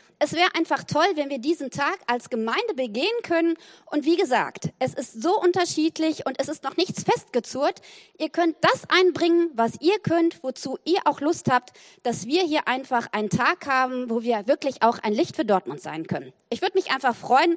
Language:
German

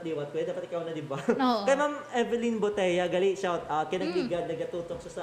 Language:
Hiligaynon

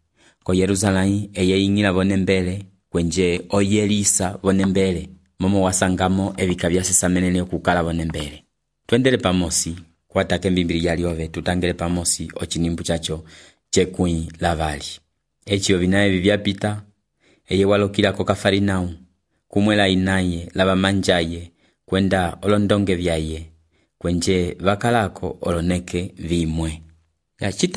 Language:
Umbundu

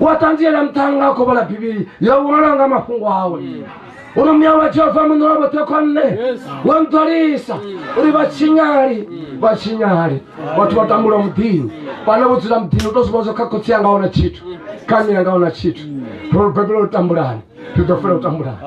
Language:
Venda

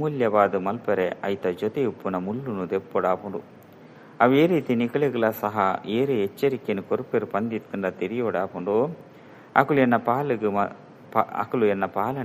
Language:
Tulu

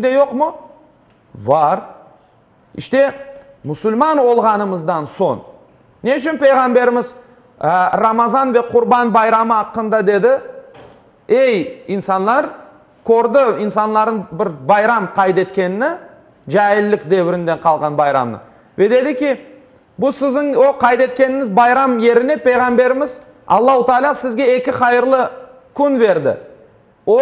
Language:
Crimean Tatar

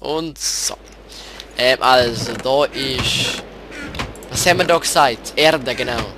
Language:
Swiss German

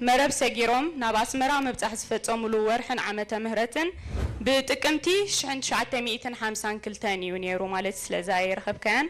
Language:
Tigrinya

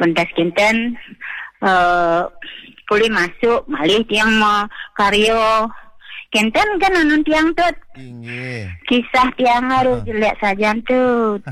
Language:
Balinese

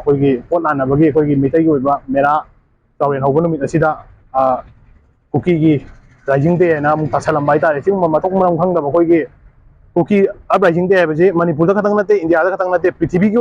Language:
Manipuri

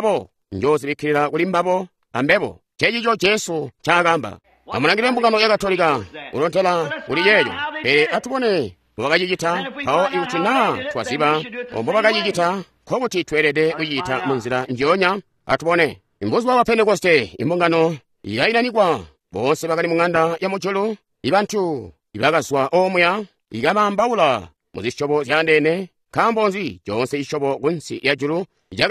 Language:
Tonga (Zambia)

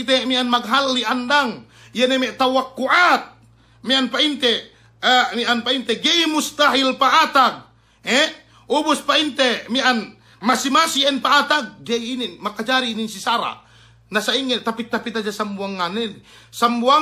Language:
Yakan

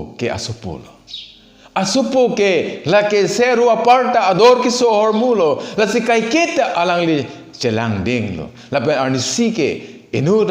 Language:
Karbi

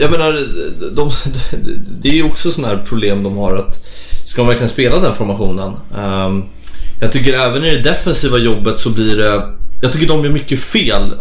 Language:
Swedish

